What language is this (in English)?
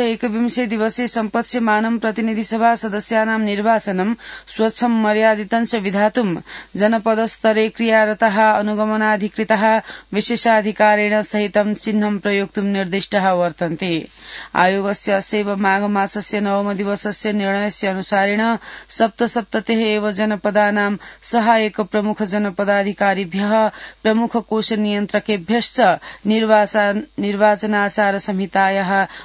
Sanskrit